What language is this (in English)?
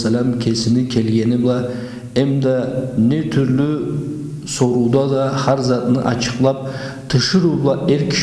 Karachay-Balkar